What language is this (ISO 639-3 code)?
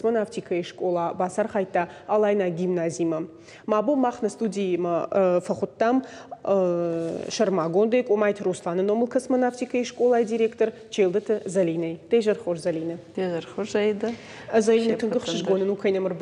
oss